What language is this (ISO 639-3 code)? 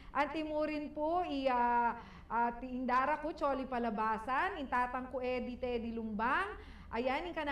pam